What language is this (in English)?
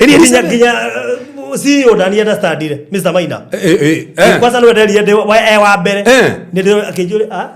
Kikuyu